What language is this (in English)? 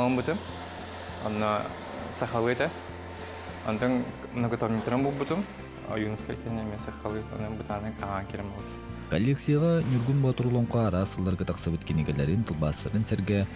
Yakut